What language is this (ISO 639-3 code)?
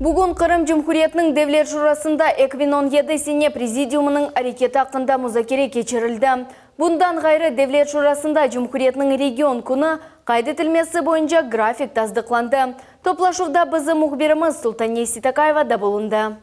crh